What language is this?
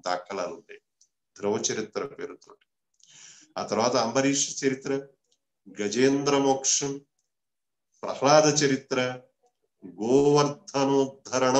Telugu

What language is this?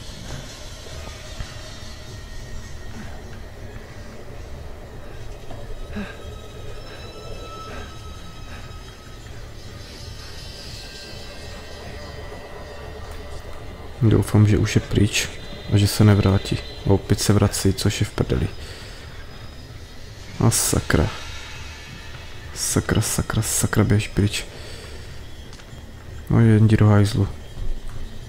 Czech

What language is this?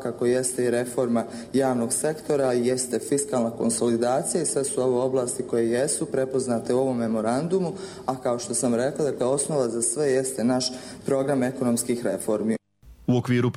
Bosnian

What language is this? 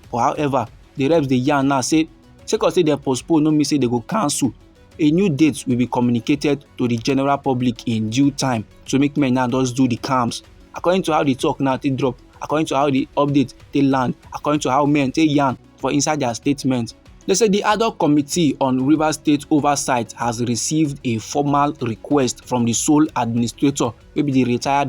Nigerian Pidgin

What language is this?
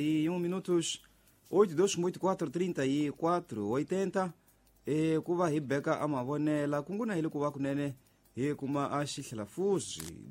Tsonga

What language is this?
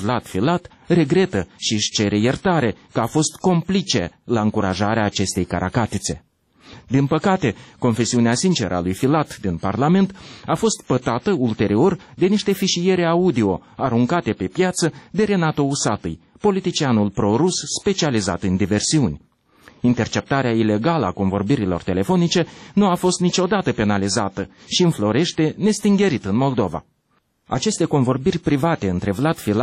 Romanian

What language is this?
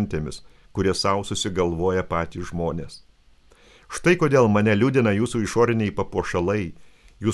Lithuanian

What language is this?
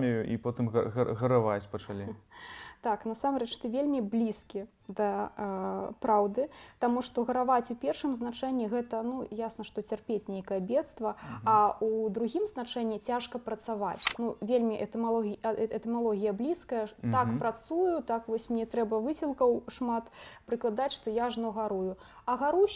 Belarusian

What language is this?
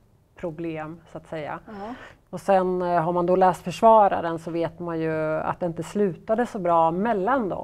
Swedish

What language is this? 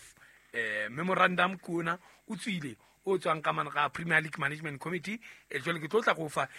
Southern Sotho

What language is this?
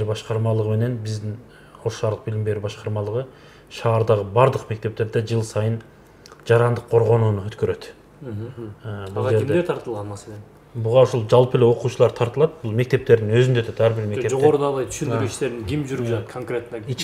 Kyrgyz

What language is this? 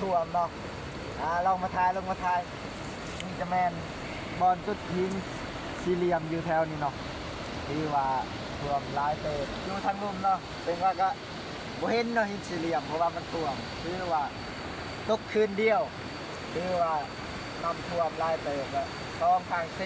Lao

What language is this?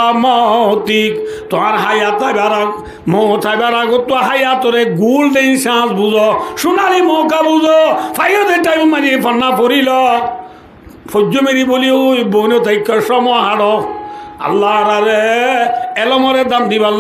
Rohingya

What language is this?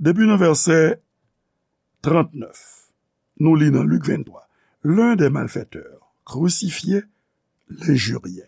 Haitian Creole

